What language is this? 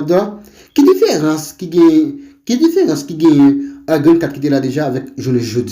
Haitian Creole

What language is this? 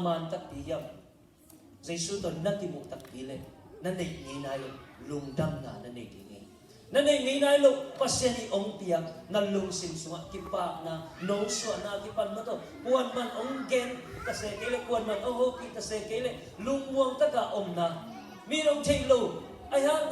Tedim Chin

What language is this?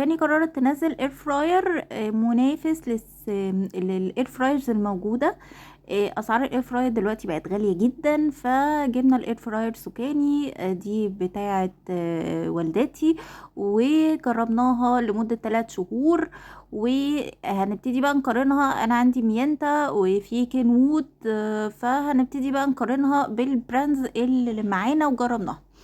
Egyptian Arabic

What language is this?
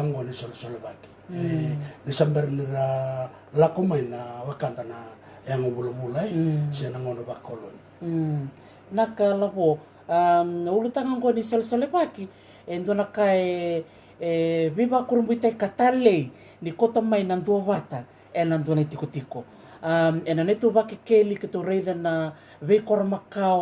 Fijian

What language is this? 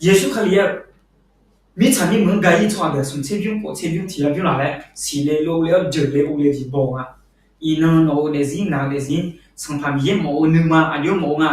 Akha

